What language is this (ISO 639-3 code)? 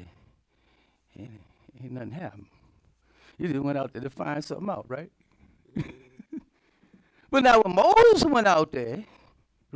eng